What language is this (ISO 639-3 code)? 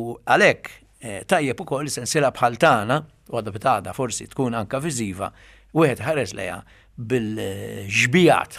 mlt